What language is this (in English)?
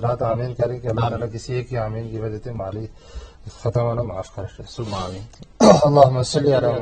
Gujari